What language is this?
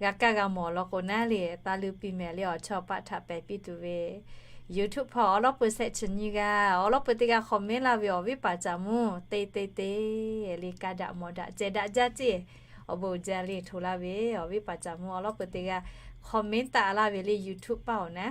Lahu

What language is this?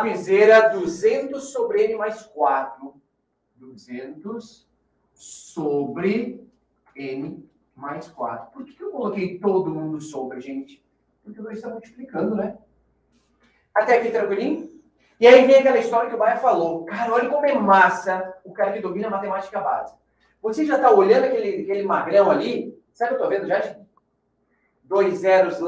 Portuguese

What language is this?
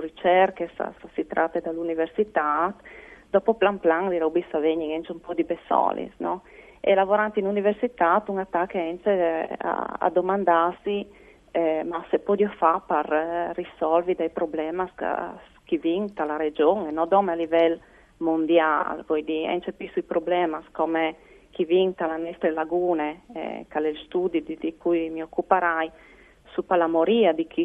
Friulian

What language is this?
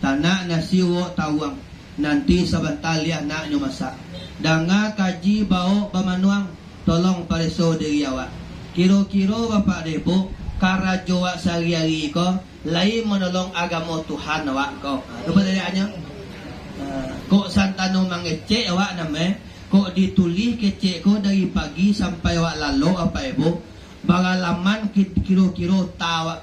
Minangkabau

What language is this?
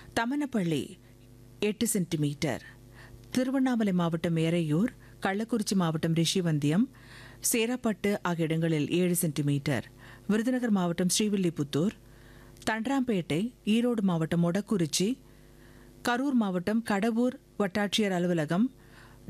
Tamil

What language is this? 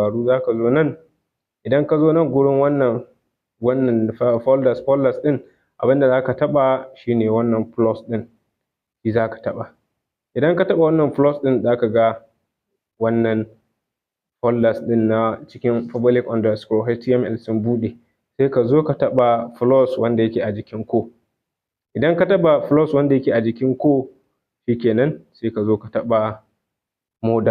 Hausa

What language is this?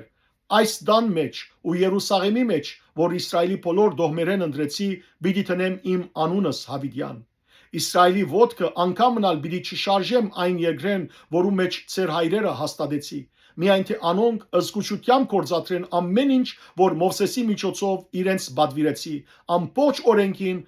Western Armenian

